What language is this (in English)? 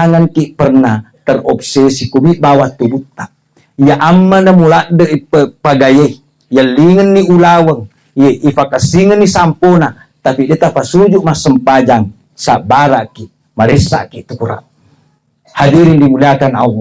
Buginese